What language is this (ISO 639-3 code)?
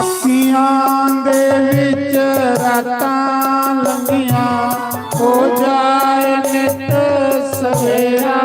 doi